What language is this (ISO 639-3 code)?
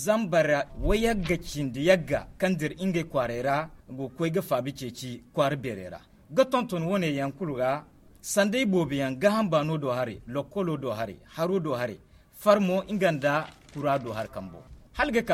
dje